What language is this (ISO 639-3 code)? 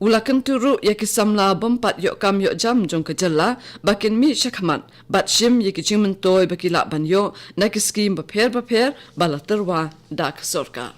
kha